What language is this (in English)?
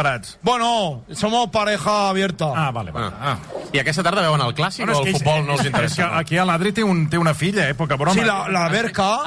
Catalan